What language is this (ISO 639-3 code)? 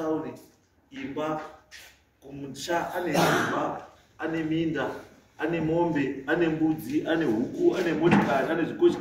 sna